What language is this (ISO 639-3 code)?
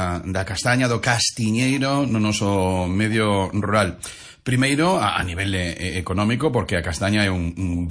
glg